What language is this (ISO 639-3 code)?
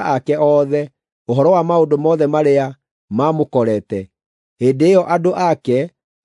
kik